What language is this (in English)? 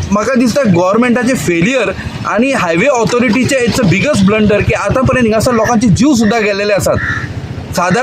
Konkani